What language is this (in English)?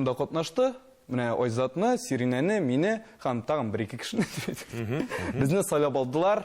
Tatar